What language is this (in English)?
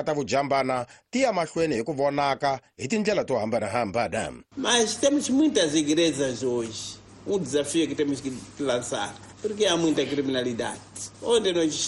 Tsonga